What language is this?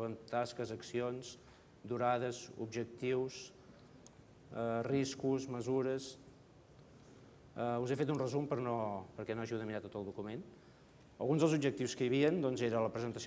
Catalan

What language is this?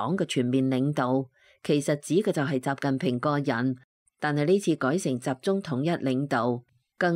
Cantonese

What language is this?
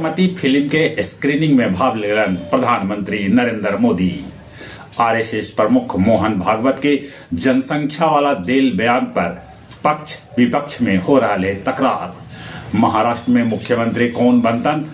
Magahi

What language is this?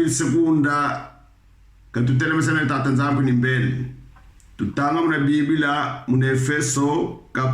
Kongo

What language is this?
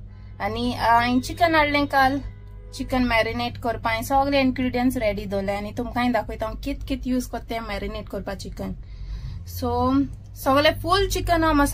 Konkani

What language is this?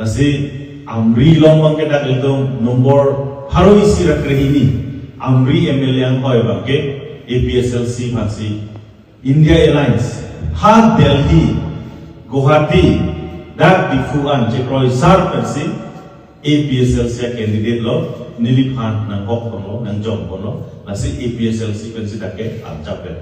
Karbi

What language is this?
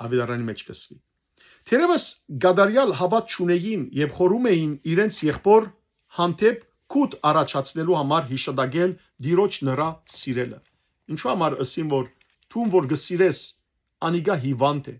Western Armenian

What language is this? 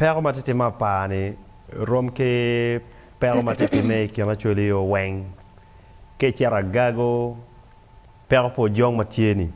Acoli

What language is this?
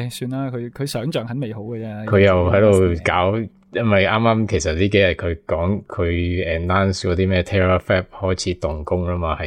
Cantonese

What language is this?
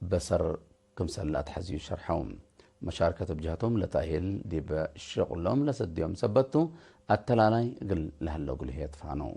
Tigre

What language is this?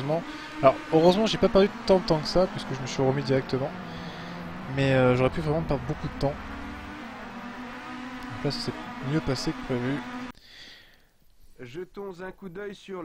French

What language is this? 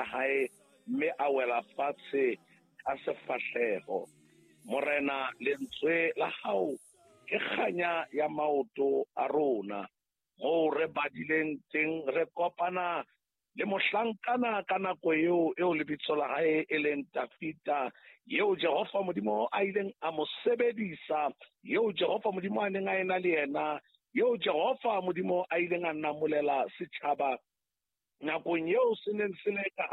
Southern Sotho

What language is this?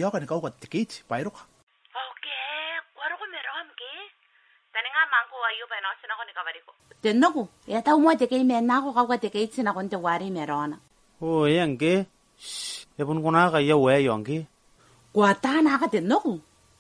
Gilbertese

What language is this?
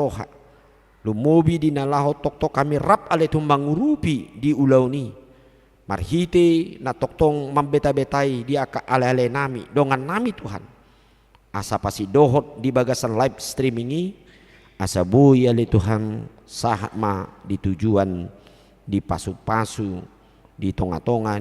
Batak Toba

